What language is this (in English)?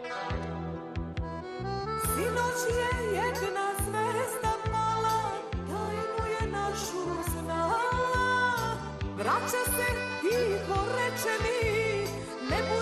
Serbian